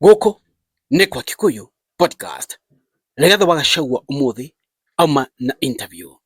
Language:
Kikuyu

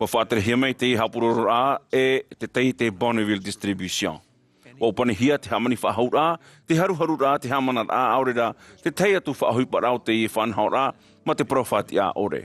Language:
Tahitian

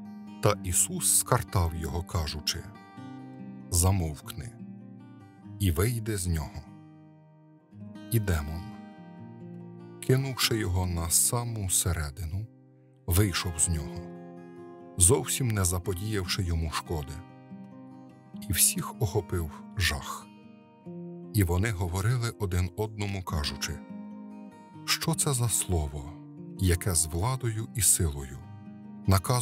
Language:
Ukrainian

